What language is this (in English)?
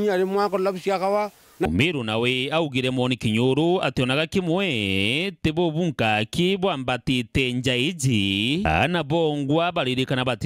Meru